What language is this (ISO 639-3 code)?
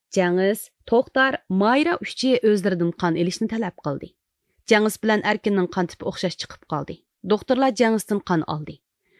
uig